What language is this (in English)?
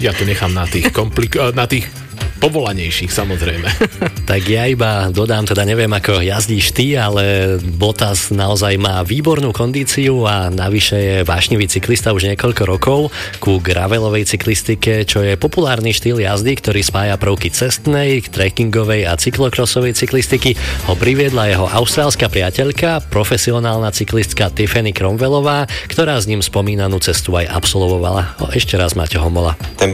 Slovak